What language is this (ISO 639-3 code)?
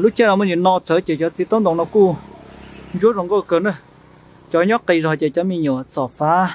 hmn